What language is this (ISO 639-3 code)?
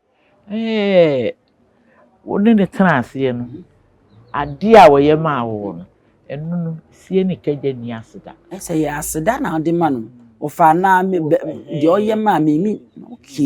aka